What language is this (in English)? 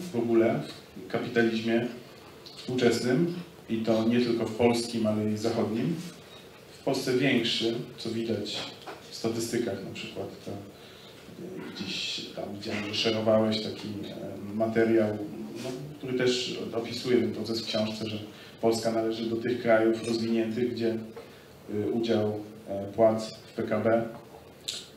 Polish